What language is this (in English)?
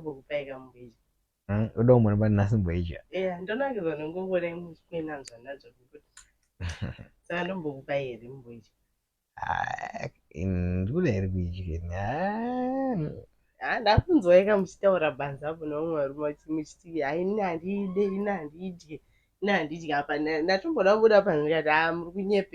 Shona